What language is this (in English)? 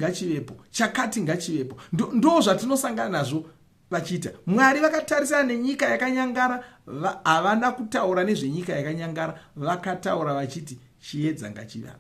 Shona